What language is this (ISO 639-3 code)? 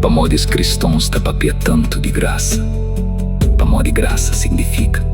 kea